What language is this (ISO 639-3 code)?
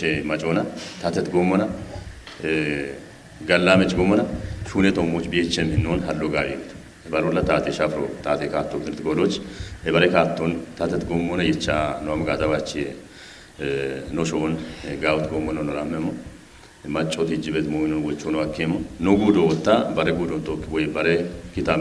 kbr